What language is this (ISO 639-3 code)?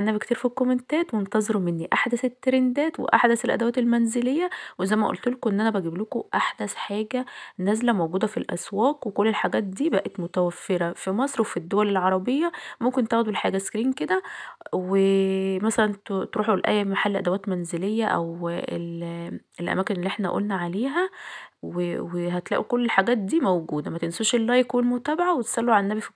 arz